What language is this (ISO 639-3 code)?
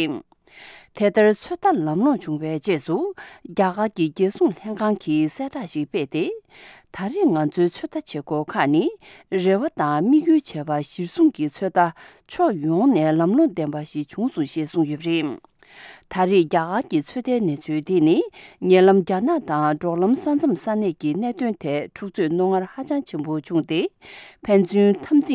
bod